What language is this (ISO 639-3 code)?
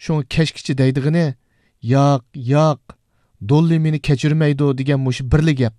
uig